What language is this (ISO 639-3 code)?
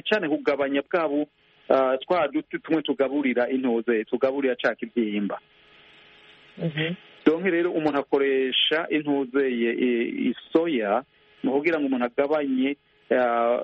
kin